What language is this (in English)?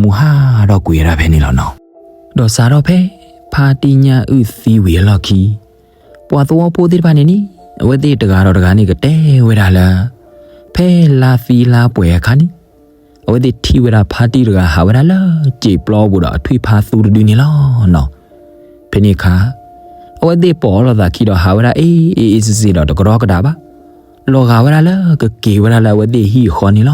S'gaw Karen